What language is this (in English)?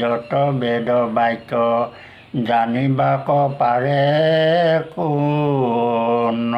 Assamese